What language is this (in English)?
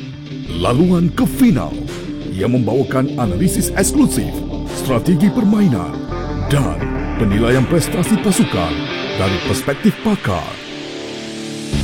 Malay